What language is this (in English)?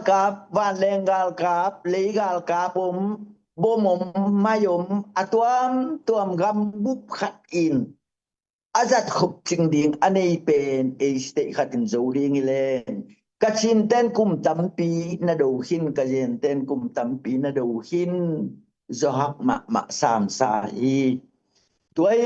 Tedim Chin